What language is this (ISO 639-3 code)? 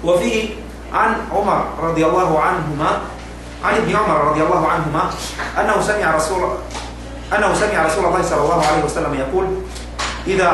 yka